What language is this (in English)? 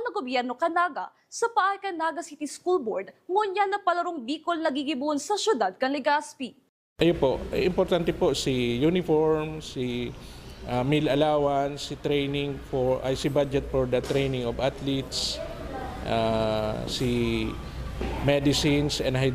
Bikol